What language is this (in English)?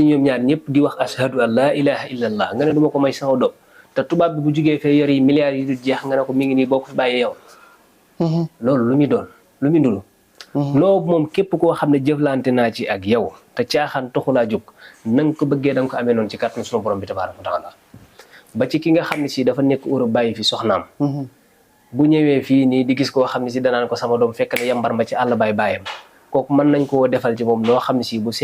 Wolof